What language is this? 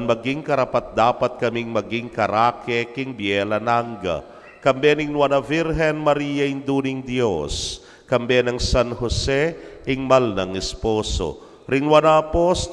Pampanga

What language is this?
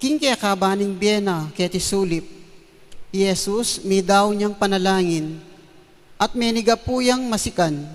Pampanga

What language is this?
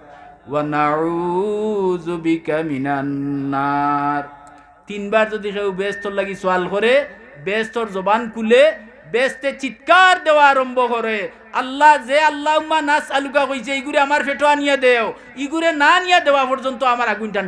Sylheti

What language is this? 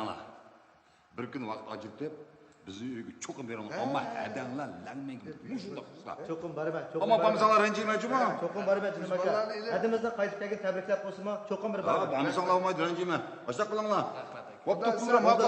Uyghur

